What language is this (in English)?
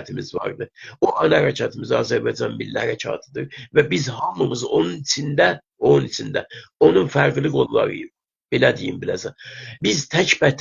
South Azerbaijani